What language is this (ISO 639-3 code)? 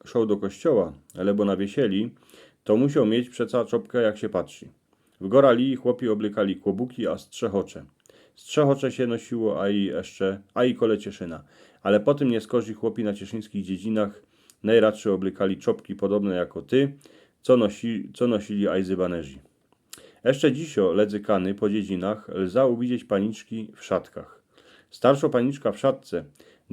szl